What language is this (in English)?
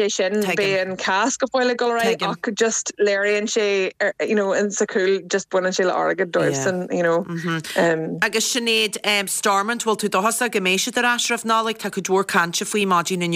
Irish